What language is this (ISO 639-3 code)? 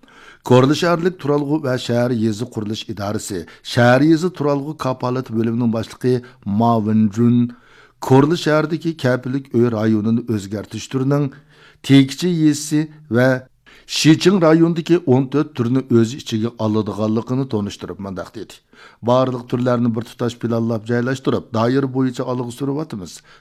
uig